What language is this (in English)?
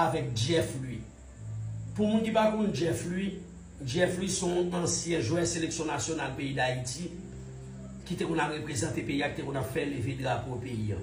Haitian Creole